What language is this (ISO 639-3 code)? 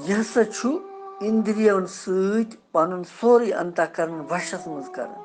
kas